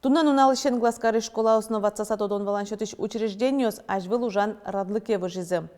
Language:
Udmurt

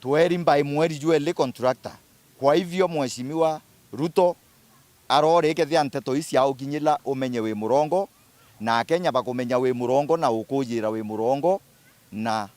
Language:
Meru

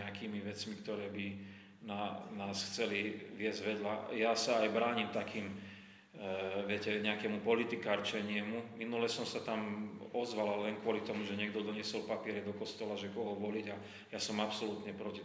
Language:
Slovak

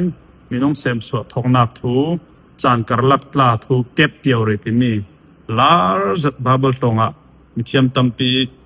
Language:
Falam Chin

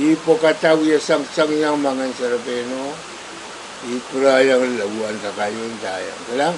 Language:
Pohnpeian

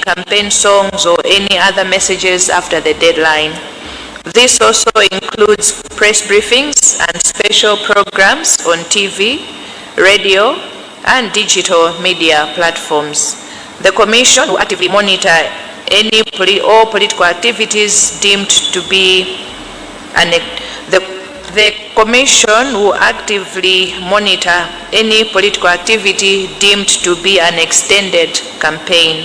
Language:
Nyanja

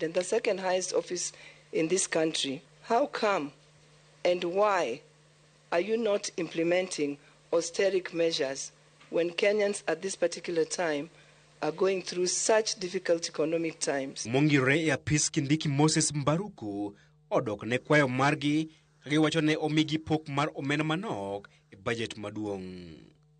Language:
Luo (Kenya and Tanzania)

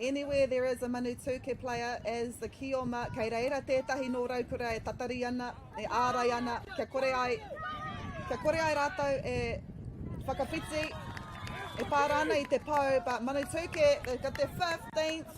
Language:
Māori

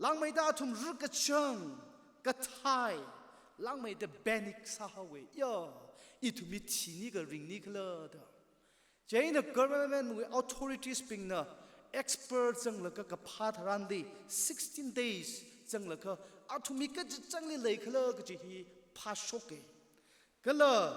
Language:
Tangkhul Naga (India)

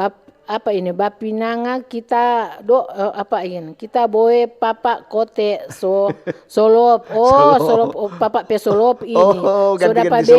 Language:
Manado Malay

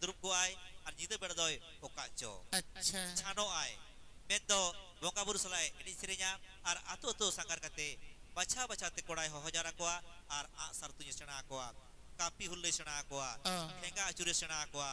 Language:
Santali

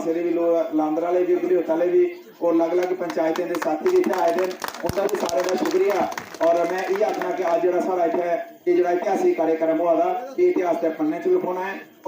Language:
Dogri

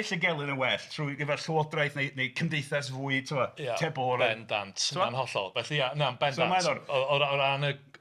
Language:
Welsh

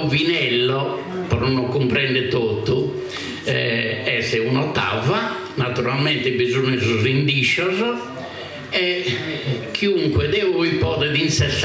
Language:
Sardinian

